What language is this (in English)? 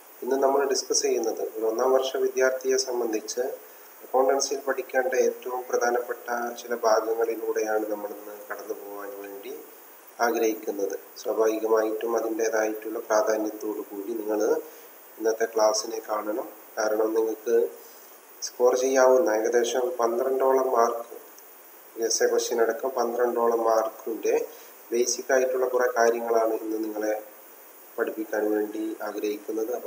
Malayalam